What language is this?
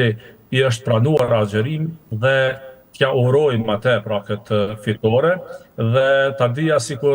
Albanian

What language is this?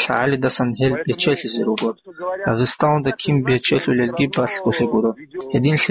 Avaric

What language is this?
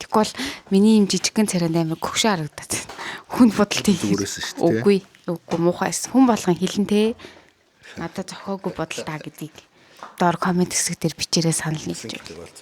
Mongolian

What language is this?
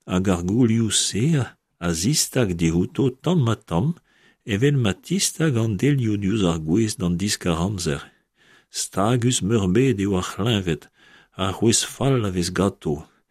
Breton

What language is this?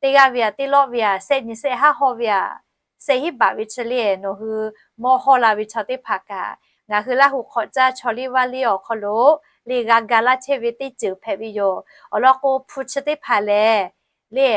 Lahu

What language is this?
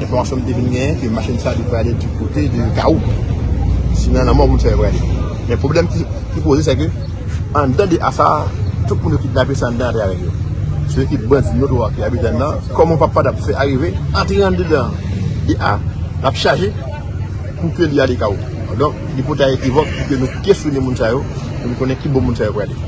Haitian Creole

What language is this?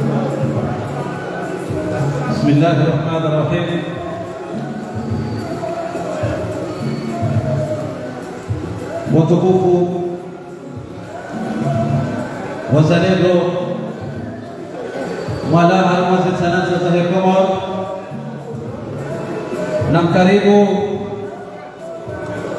Swahili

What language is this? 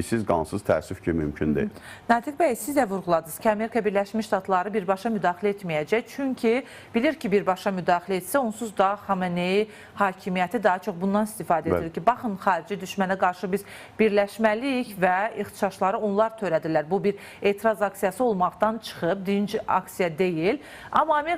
Azerbaijani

